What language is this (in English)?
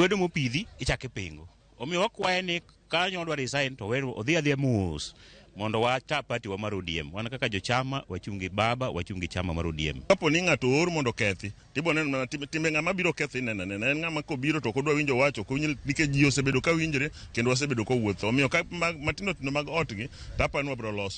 Luo (Kenya and Tanzania)